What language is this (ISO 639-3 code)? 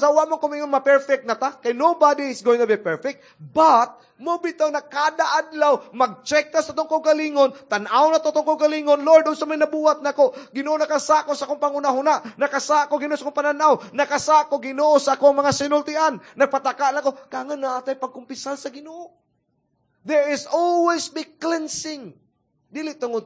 ceb